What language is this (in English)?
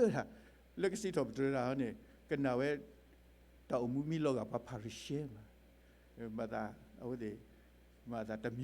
S'gaw Karen